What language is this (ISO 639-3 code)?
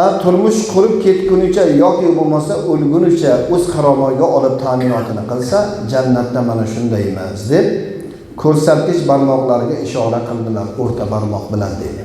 uzb